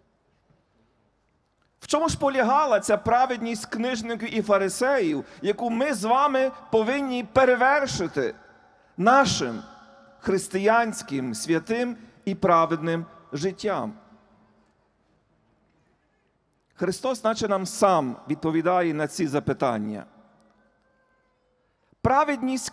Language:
Ukrainian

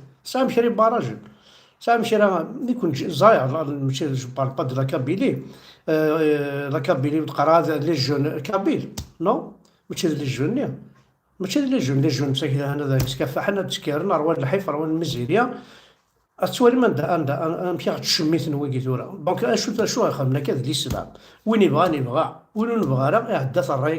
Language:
Kabyle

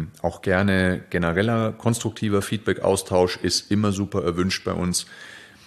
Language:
German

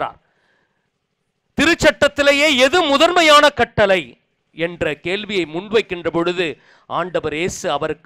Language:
Tamil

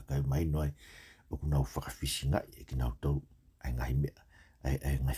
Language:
Tongan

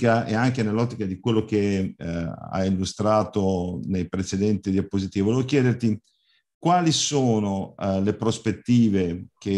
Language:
Italian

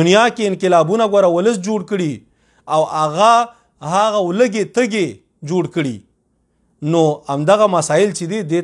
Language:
Pashto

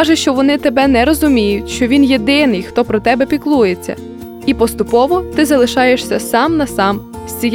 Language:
Ukrainian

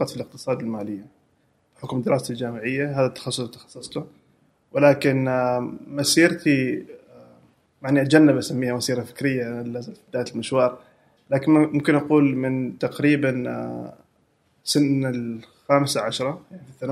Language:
Gulf Arabic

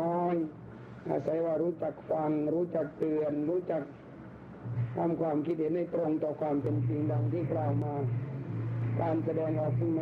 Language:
Thai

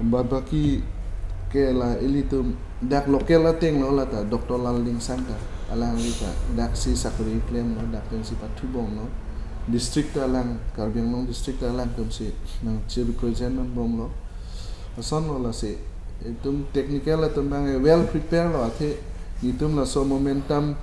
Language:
Karbi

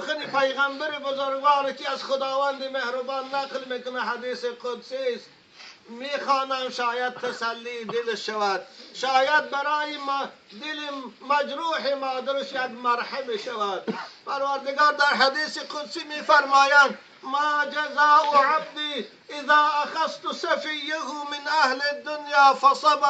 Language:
Tajik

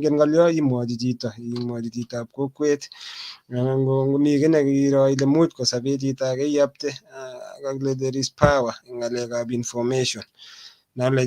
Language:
Kalenjin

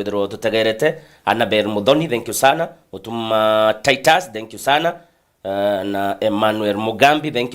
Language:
Meru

